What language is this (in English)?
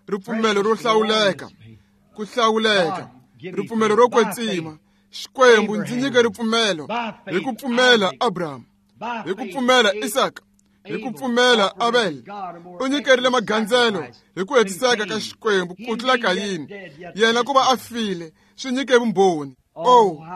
Tsonga